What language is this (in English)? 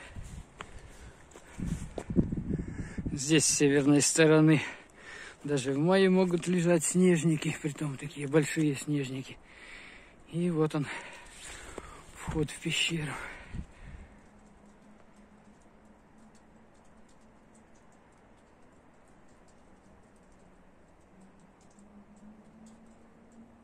Russian